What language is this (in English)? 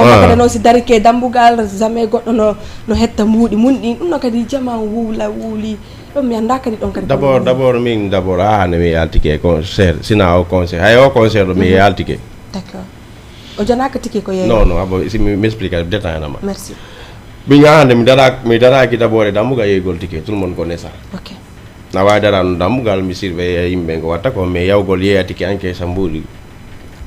Fula